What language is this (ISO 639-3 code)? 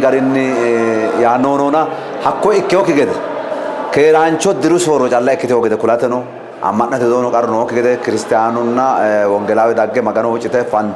sid